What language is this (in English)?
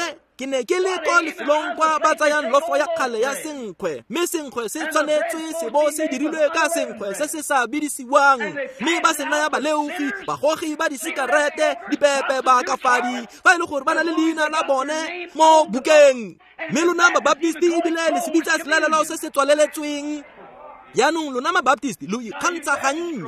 Tswana